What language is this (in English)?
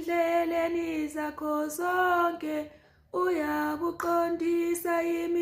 Zulu